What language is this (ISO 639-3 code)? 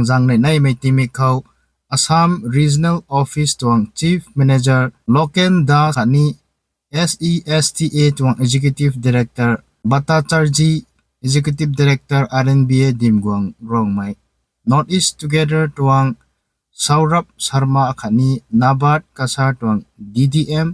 nbu